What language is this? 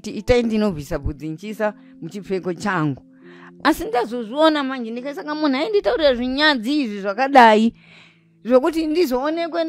Shona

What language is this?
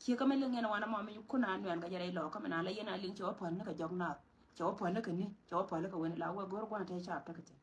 Nuer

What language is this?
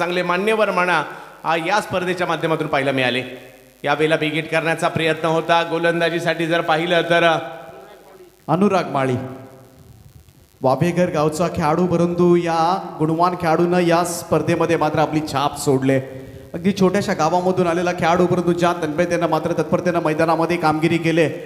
Marathi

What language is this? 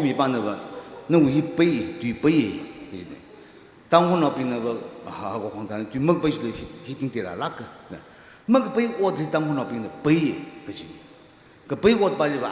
Tangkhul Naga (India)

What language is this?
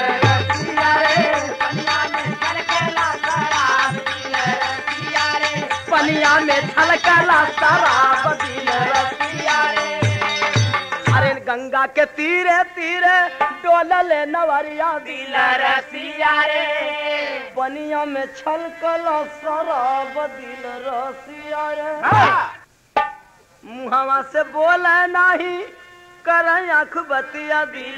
Bhojpuri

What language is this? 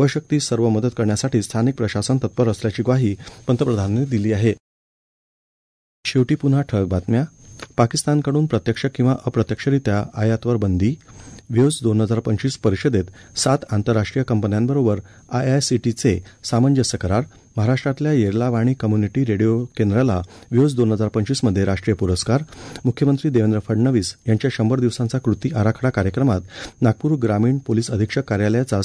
Marathi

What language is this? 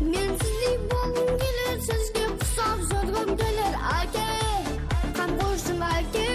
Kara-Kalpak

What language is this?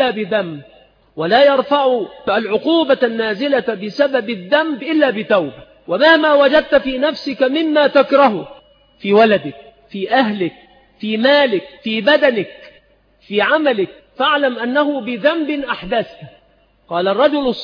Arabic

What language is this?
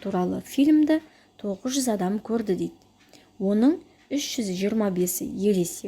Kazakh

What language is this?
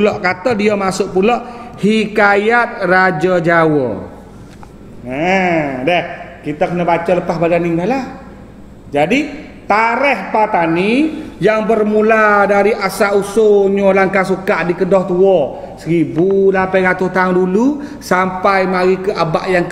Malay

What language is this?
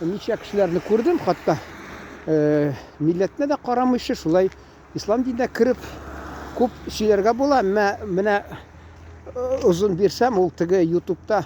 Tatar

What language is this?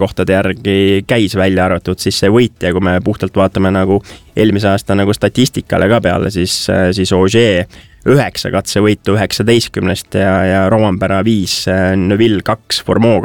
Estonian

